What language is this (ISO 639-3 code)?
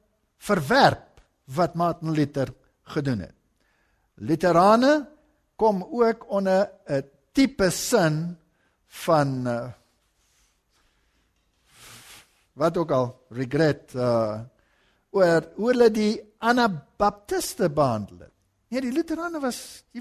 afr